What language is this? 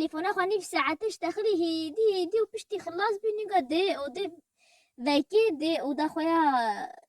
Kurdish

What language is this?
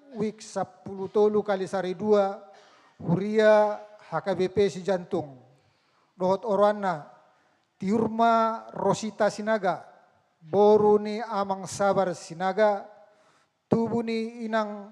Batak Toba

